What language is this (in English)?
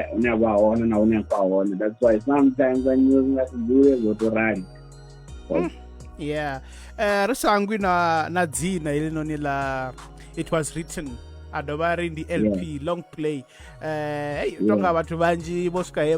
Venda